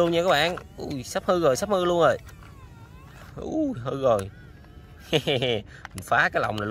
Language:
Vietnamese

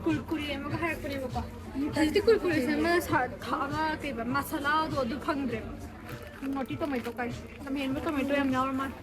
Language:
Manipuri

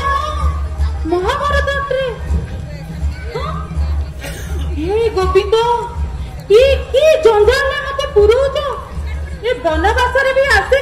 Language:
Odia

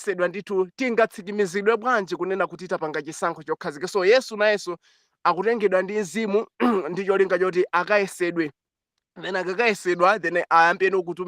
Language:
Nyanja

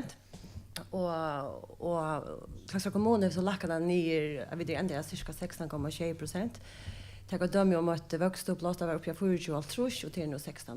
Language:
Faroese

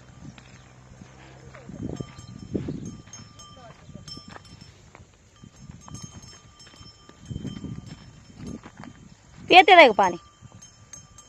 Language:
Marathi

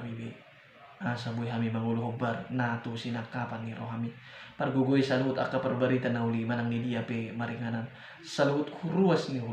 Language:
Batak Toba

